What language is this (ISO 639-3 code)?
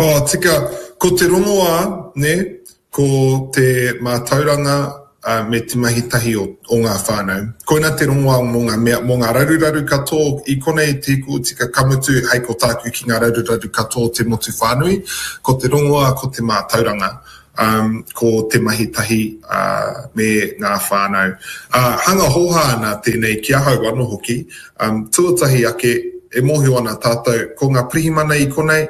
mri